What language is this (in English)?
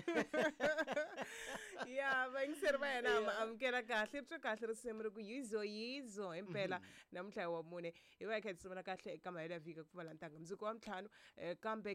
Tsonga